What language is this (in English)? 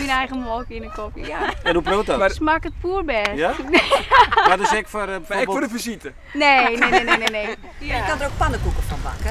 Western Frisian